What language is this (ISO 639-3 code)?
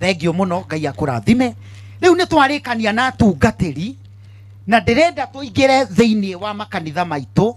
kik